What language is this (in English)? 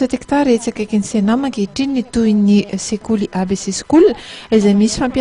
Malagasy